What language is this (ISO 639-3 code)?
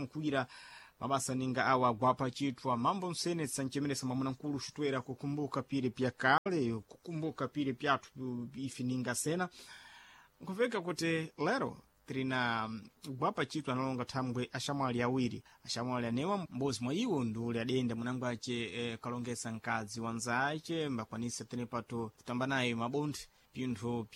seh